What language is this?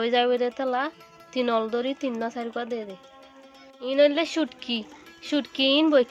Rohingya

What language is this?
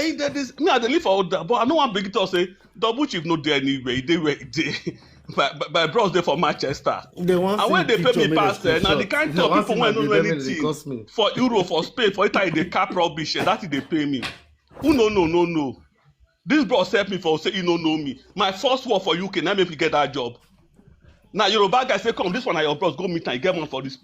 Nigerian Pidgin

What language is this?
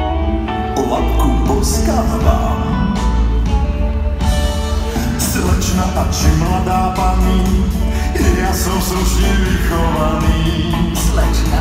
Slovak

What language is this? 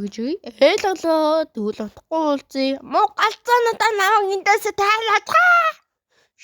Mongolian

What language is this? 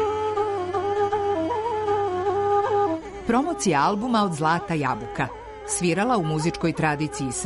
Serbian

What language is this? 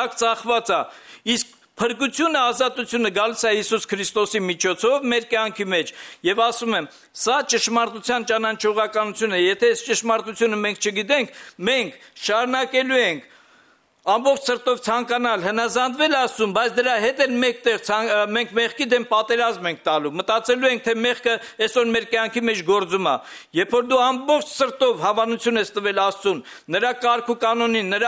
Armenian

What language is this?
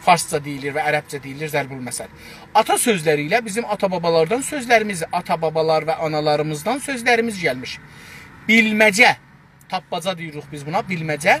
South Azerbaijani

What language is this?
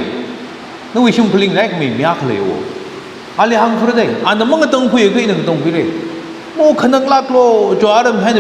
Tangkhul Naga (India)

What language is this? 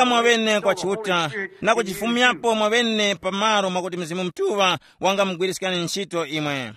Tumbuka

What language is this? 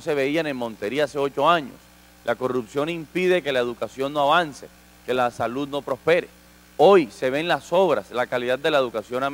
Spanish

